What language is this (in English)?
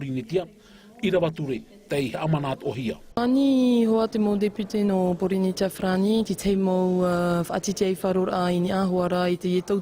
Tahitian